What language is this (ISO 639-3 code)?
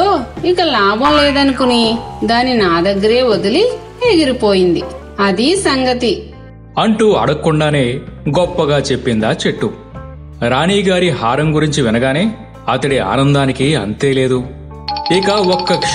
tel